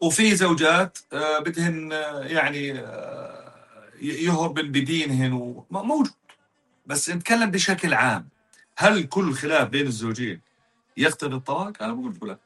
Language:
North Levantine Arabic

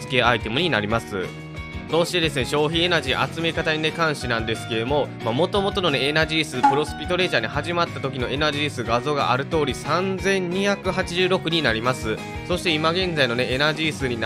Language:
Japanese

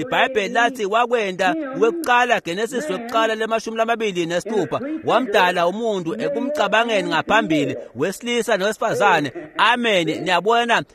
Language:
Swati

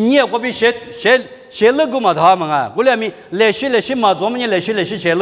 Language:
Lisu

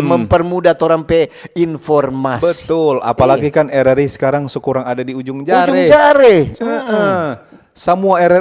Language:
Manado Malay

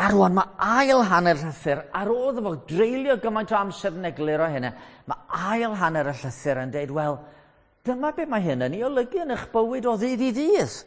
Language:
Welsh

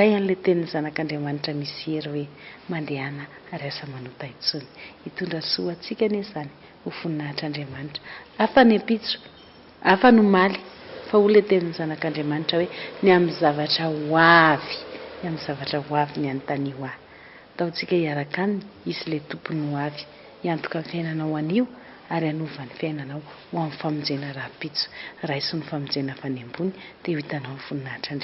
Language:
Malagasy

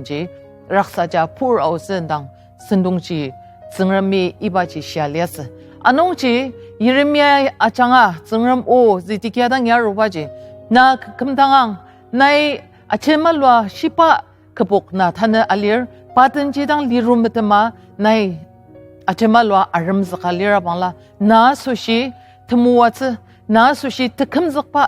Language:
Ao Naga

